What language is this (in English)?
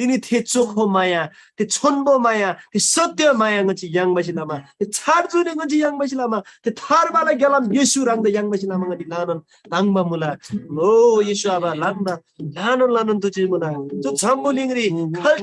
Eastern Tamang